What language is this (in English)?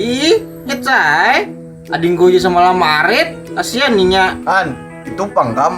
Banjar